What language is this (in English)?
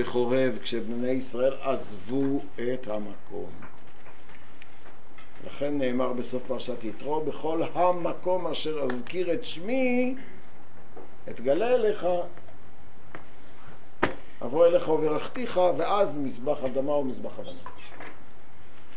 Hebrew